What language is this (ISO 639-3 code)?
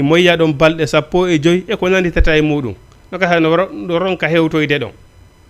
ful